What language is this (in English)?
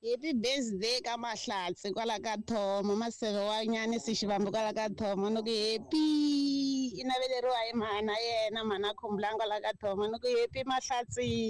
Tsonga